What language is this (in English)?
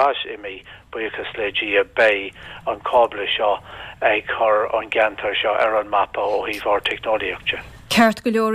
Irish